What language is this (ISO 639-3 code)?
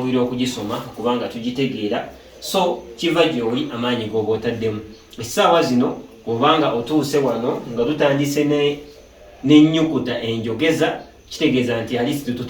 lug